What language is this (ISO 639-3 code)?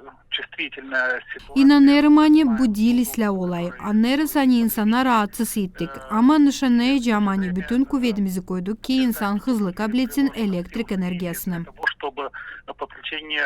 gag